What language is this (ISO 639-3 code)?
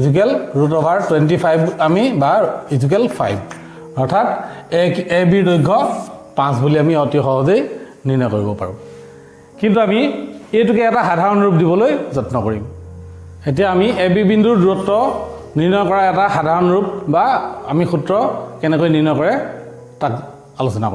asm